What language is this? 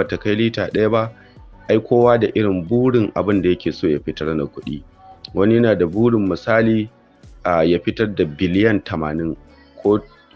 Hausa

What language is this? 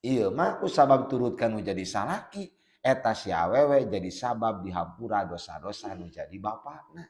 Sundanese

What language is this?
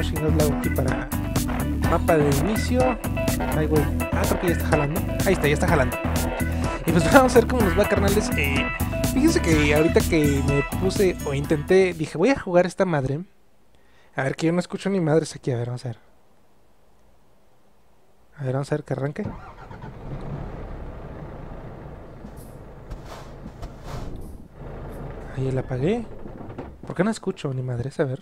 Spanish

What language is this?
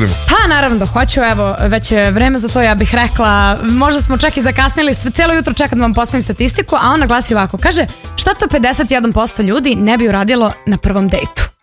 Serbian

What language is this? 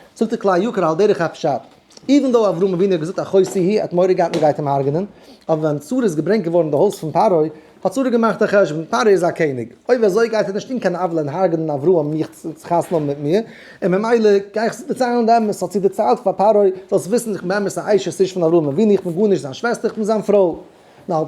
Yiddish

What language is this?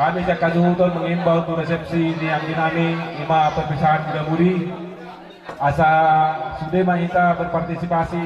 Batak Toba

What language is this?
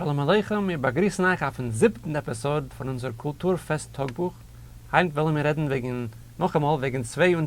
Yiddish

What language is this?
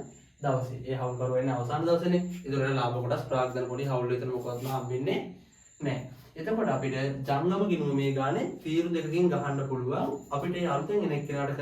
Sinhala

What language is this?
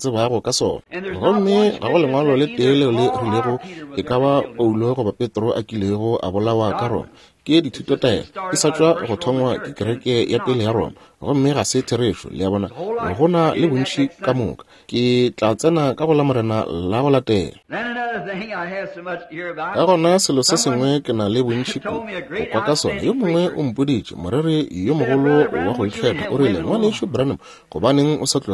Northern Sotho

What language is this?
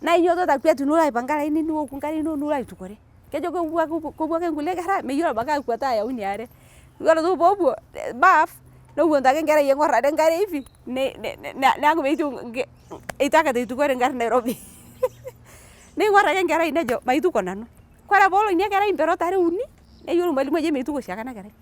Masai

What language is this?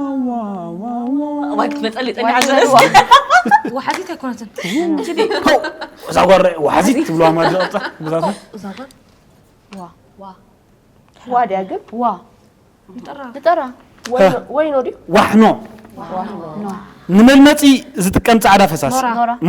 Tigrinya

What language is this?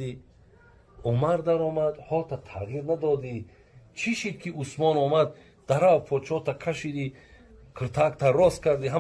Tajik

